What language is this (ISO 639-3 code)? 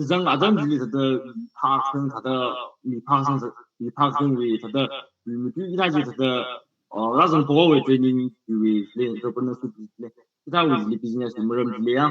nmf